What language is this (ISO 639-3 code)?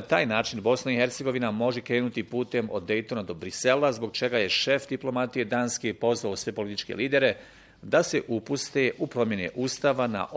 bos